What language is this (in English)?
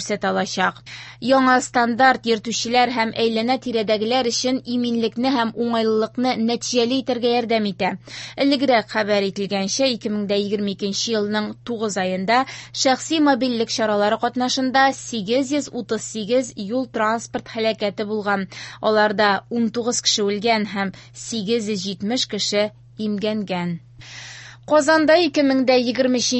Tatar